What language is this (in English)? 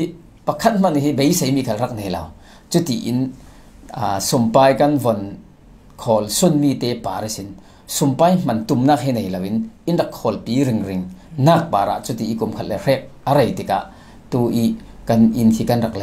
Falam Chin